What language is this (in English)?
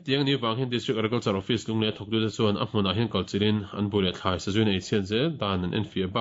Mizo